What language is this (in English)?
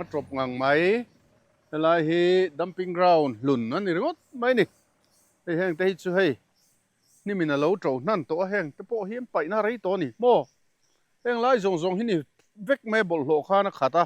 Mizo